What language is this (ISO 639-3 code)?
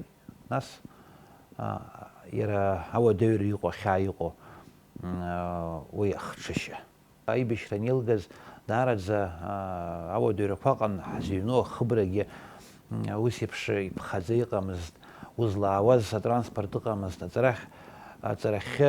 abk